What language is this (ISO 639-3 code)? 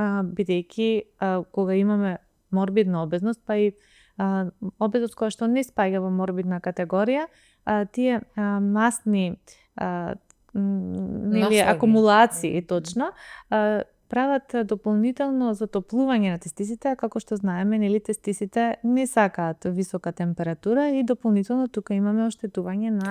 mkd